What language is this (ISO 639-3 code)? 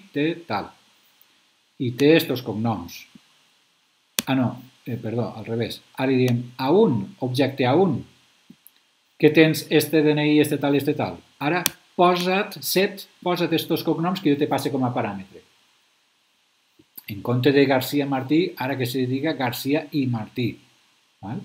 cat